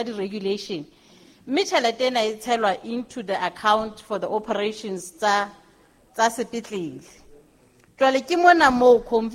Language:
Southern Sotho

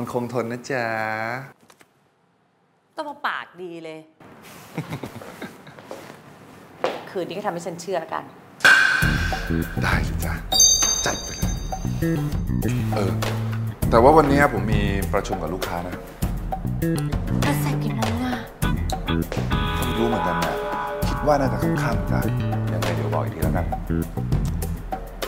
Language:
Thai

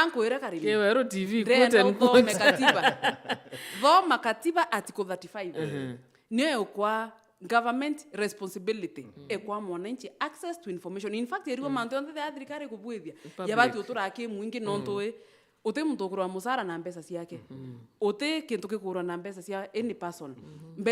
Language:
Meru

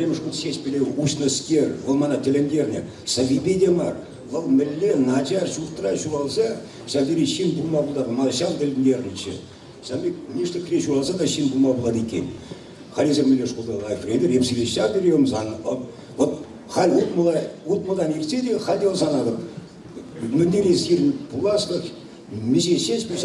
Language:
Chuvash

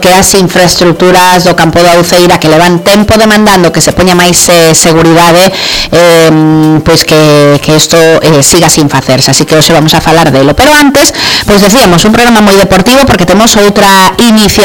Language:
Galician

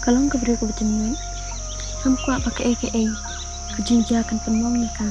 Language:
Khasi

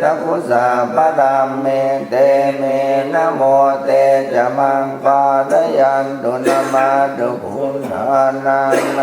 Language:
Pali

